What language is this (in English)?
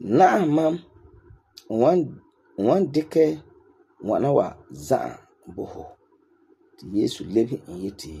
Frafra